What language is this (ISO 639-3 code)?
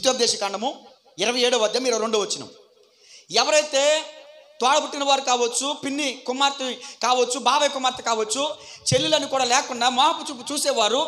tel